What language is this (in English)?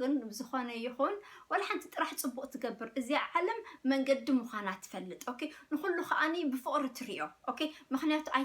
Tigrinya